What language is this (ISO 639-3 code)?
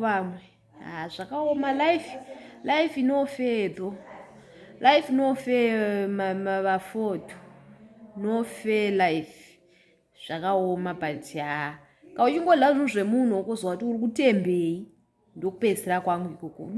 sna